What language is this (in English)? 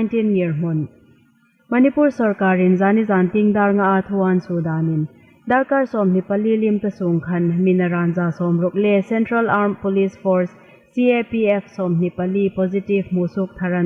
Hmar